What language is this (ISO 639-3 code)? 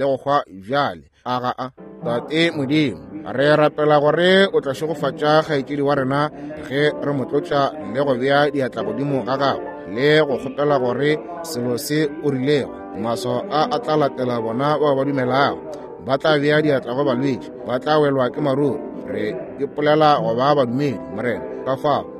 nso